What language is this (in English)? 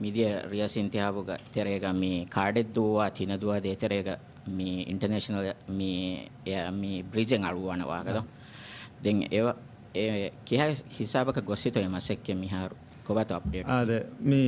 Divehi